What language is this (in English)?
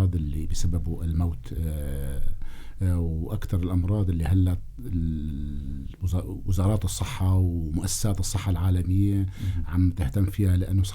North Levantine Arabic